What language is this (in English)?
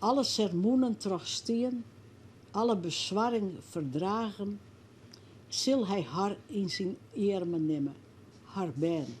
Western Frisian